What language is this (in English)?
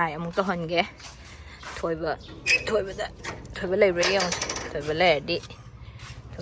Manipuri